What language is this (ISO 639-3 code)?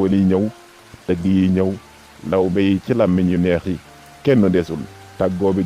wol